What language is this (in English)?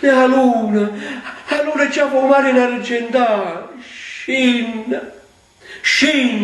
Neapolitan